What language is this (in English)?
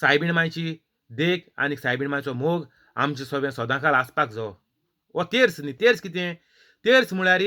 Konkani